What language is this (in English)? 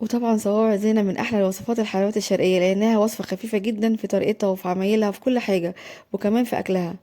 Egyptian Arabic